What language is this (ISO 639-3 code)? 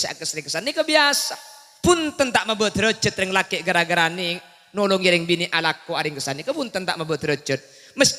mad